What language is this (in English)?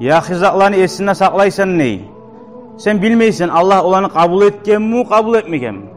Kumyk